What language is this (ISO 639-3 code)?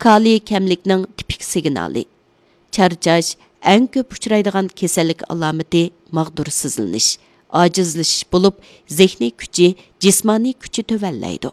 uig